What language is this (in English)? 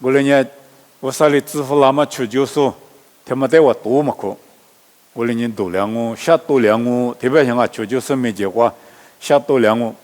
Lisu